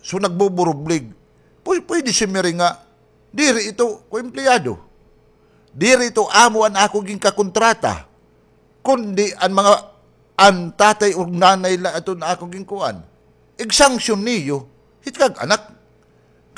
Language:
Waray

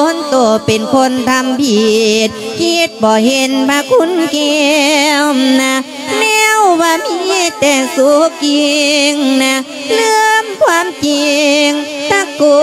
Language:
Lao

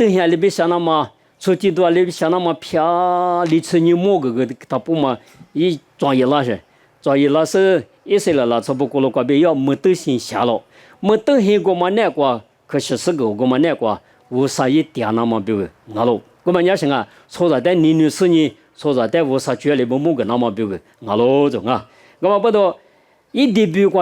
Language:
Lisu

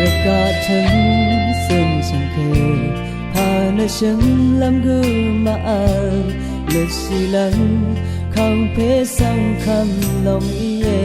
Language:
Rawang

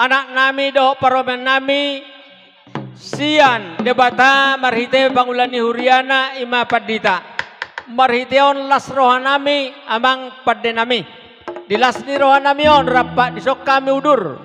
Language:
Batak Toba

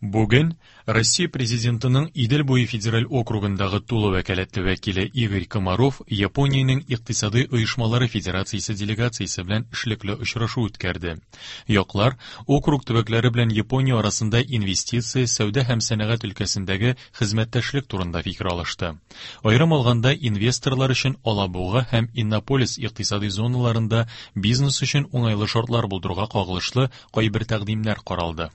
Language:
Tatar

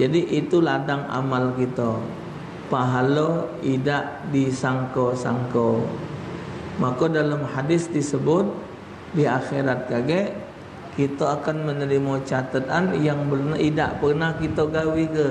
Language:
Musi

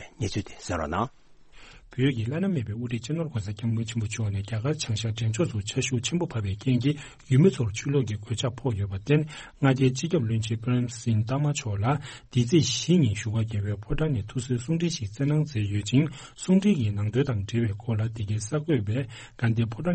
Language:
Tibetan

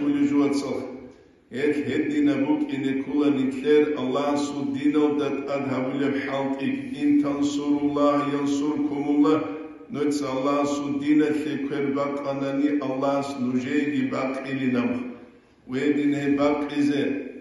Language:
Avaric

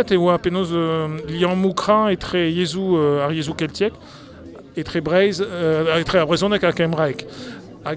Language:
Breton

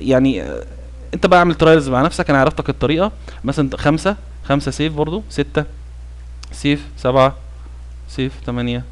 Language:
Egyptian Arabic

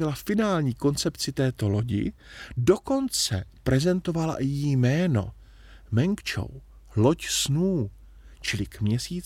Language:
Czech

